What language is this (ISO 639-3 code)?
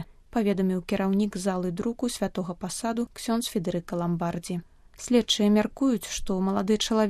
bel